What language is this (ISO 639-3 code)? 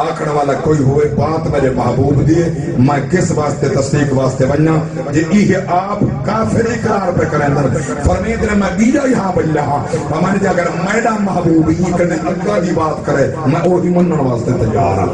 skr